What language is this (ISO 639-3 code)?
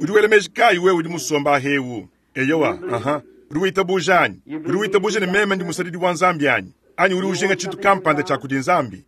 lua